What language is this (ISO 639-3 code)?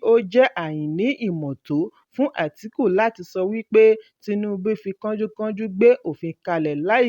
yor